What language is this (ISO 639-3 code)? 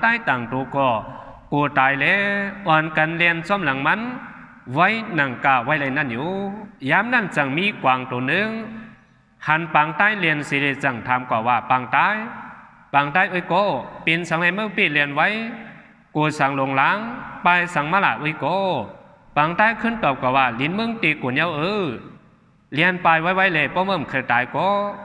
shn